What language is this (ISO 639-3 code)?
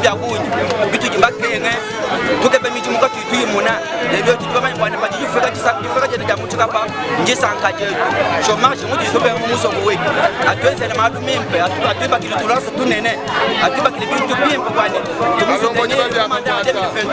lua